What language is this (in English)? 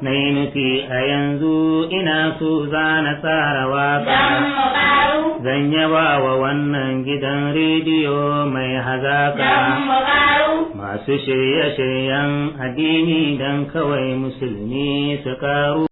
Hausa